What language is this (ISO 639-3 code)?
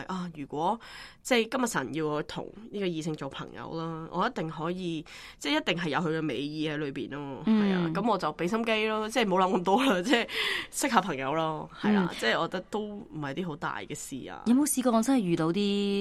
yue